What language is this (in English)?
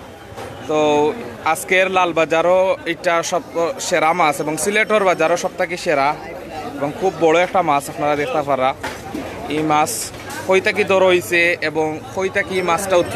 Sylheti